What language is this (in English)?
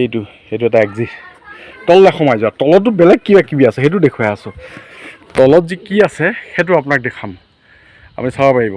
Assamese